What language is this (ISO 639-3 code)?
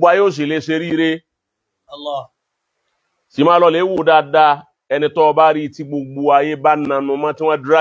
yor